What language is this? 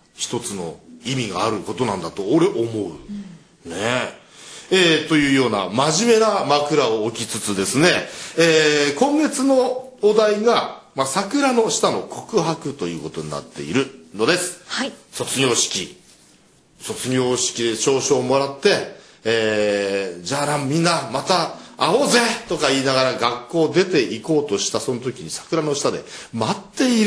Japanese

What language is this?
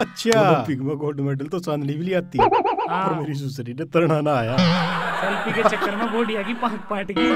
Haryanvi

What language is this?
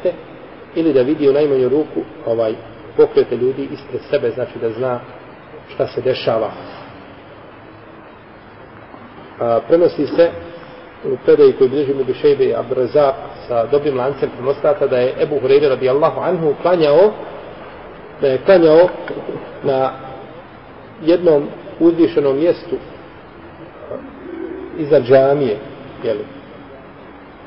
Bosnian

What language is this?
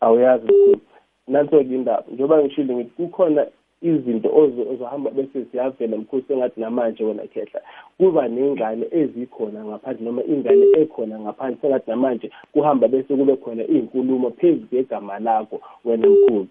South Ndebele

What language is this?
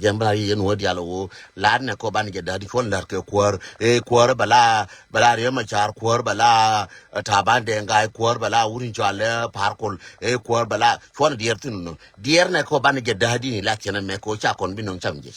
Nuer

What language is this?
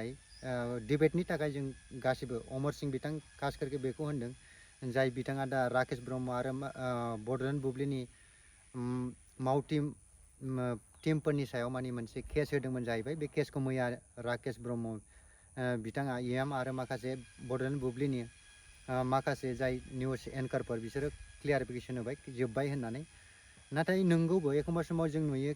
Bodo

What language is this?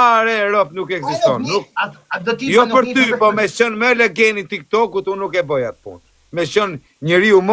Albanian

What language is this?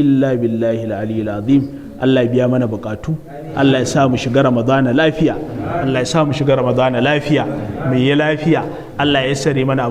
Hausa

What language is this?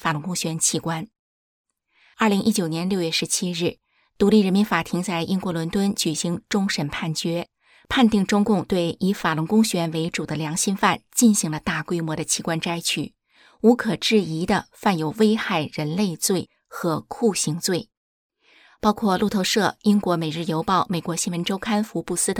Chinese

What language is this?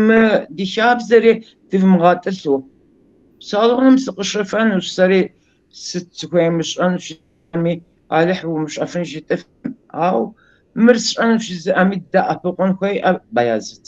Kabardian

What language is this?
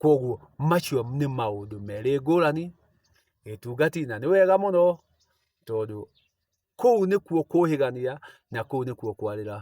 Kikuyu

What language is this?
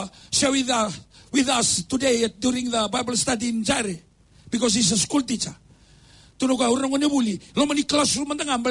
Fijian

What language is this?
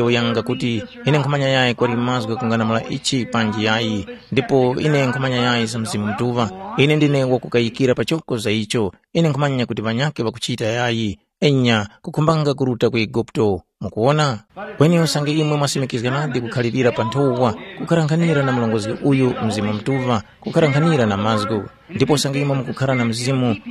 Tumbuka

